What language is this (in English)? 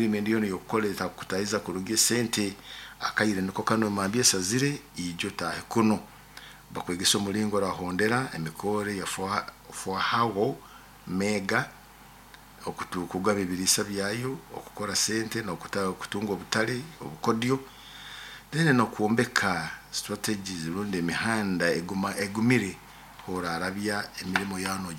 Nyoro